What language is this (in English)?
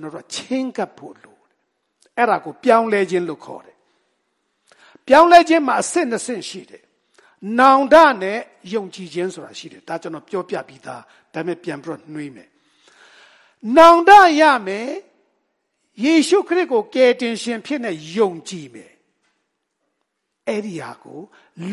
Burmese